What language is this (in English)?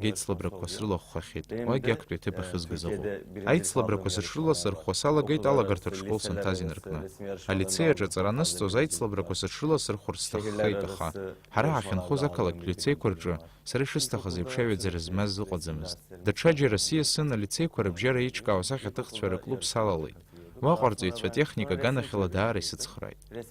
Abkhazian